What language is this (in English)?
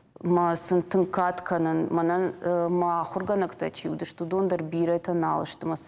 Ossetic